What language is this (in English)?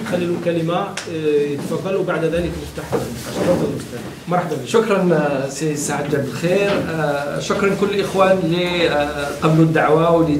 French